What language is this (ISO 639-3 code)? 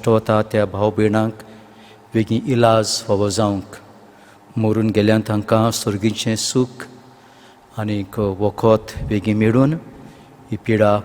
kok